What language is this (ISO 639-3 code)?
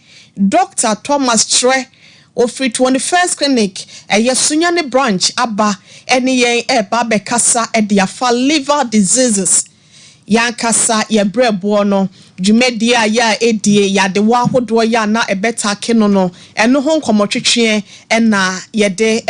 aka